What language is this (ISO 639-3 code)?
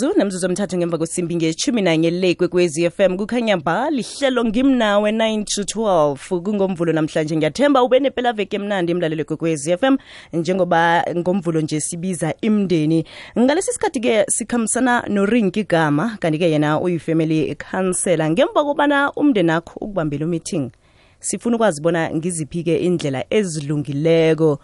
nbl